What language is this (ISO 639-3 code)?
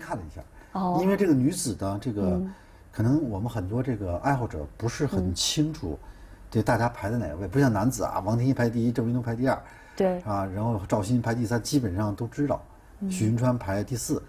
zho